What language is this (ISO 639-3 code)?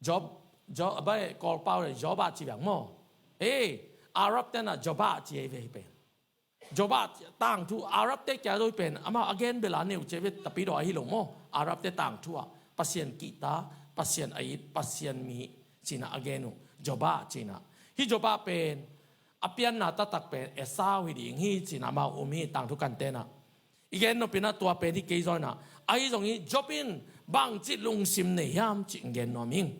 ctd